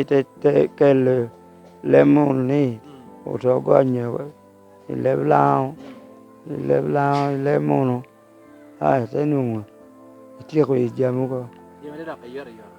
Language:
Lango (Uganda)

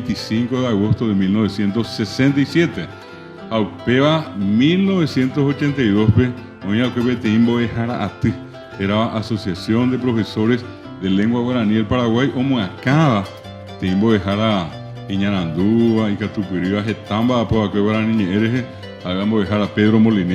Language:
Guarani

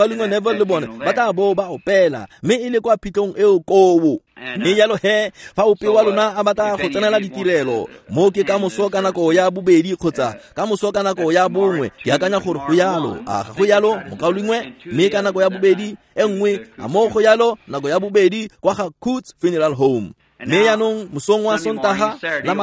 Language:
Tswana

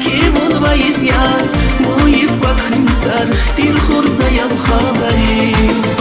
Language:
Tabassaran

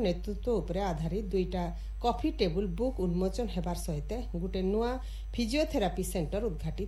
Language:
Odia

